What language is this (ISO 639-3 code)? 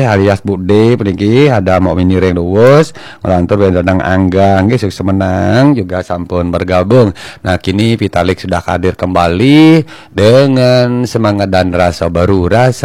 ban